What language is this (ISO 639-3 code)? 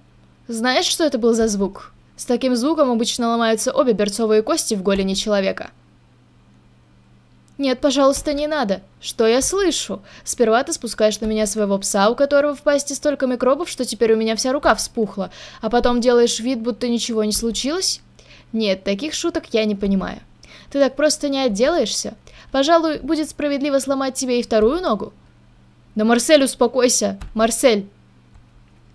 rus